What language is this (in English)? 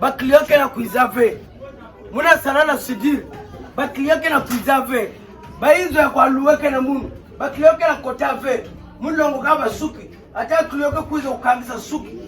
Kituba (Democratic Republic of Congo)